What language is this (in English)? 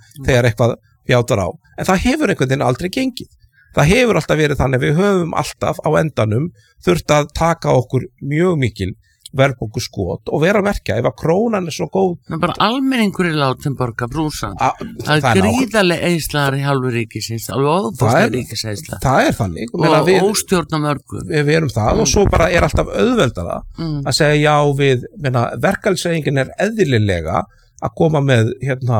Icelandic